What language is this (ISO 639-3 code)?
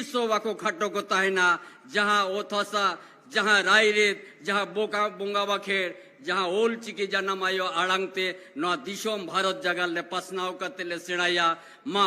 sat